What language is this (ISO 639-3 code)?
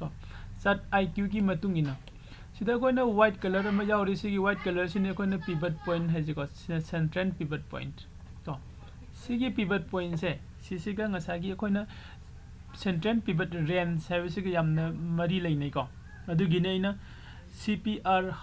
mni